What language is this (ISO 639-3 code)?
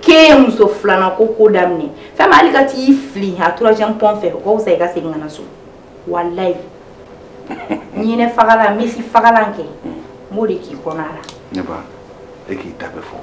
bam